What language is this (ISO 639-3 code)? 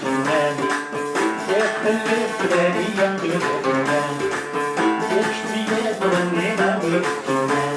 kab